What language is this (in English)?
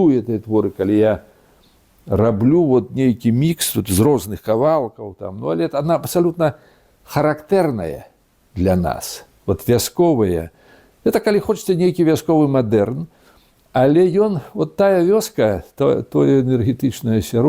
Belarusian